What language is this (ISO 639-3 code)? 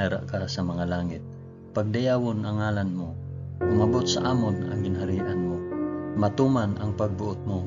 hil